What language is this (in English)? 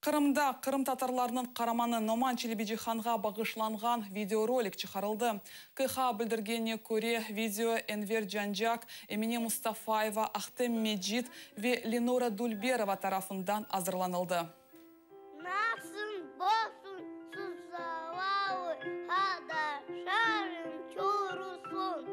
Crimean Tatar